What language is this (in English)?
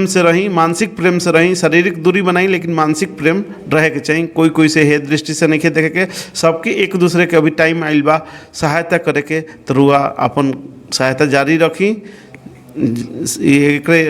Bhojpuri